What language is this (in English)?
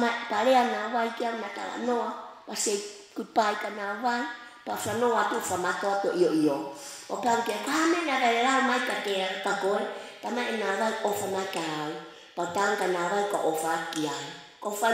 Tongan